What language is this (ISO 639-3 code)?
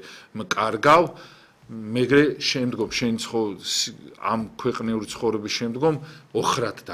kat